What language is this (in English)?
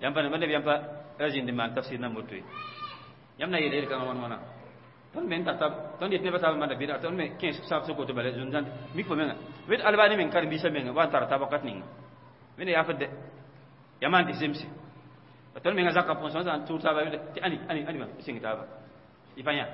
Mossi